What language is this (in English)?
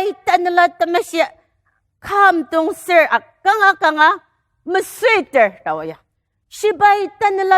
Ao Naga